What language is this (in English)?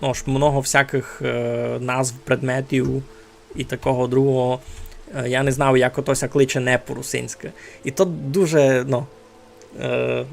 Rusyn